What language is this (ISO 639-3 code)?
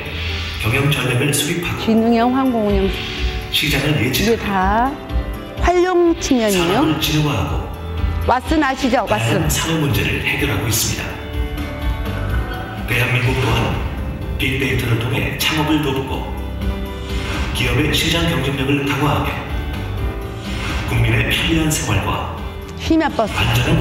kor